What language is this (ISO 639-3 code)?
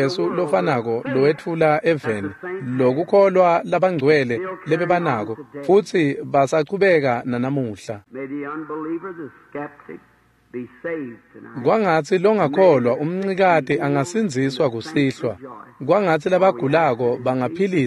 ssw